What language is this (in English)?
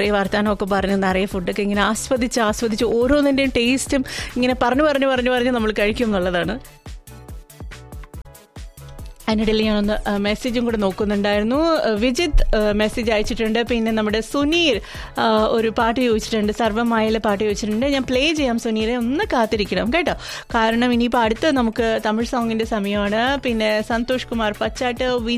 Malayalam